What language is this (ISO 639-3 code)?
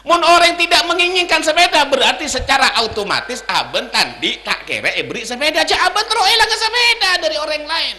mad